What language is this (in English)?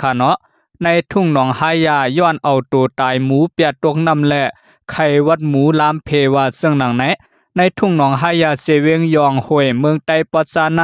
Shan